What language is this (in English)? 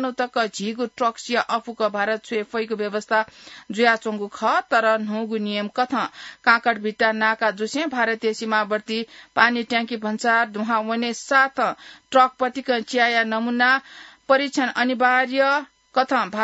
Newari